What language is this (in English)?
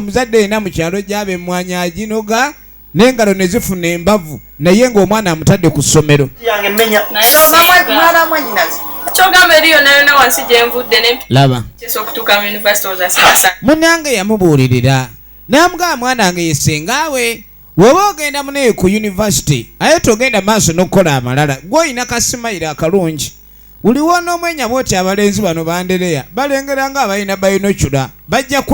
Ganda